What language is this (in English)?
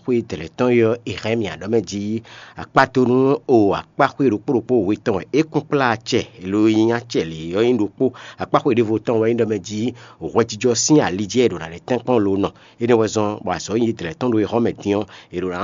Fon